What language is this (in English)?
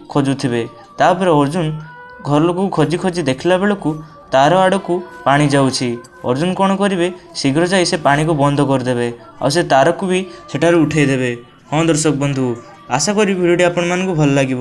Odia